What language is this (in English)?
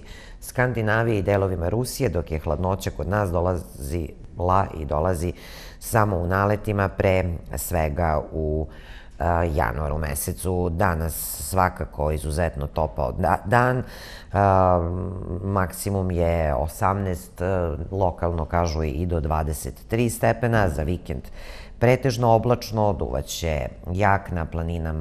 Serbian